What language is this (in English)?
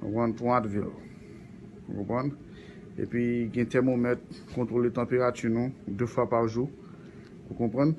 Haitian Creole